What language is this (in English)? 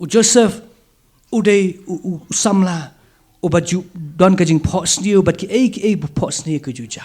Khasi